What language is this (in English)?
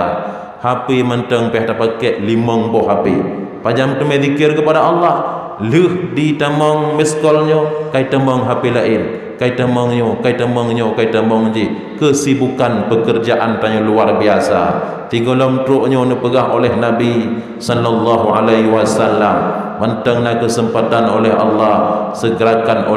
Achinese